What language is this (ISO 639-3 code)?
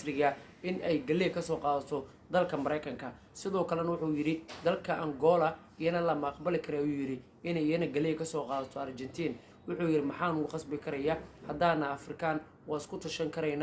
som